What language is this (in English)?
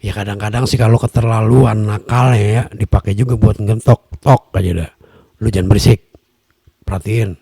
Betawi